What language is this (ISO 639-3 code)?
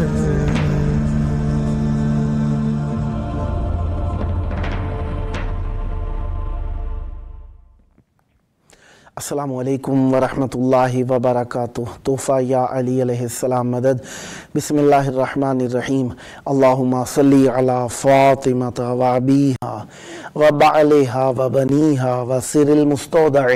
urd